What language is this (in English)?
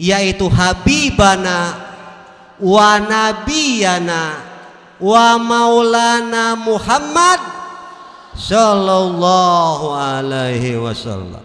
Sundanese